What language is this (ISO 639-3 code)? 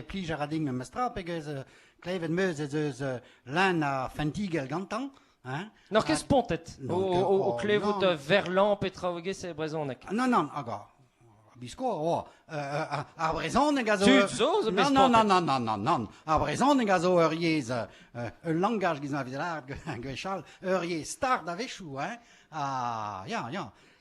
bre